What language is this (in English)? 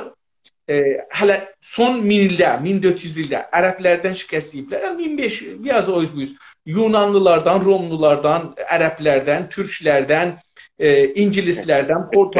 South Azerbaijani